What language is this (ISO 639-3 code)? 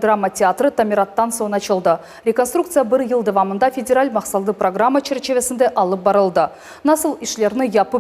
crh